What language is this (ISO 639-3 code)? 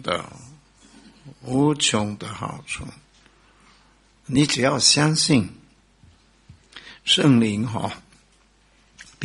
zho